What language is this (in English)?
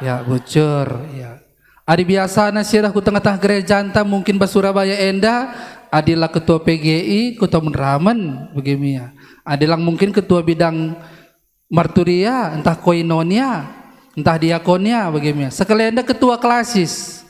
Batak Karo